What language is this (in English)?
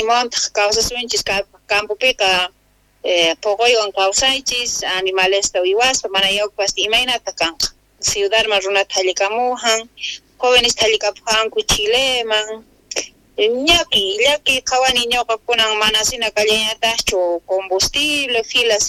South Bolivian Quechua